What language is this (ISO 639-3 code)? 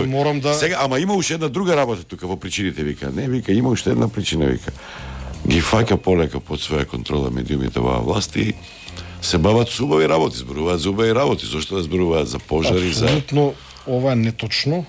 mkd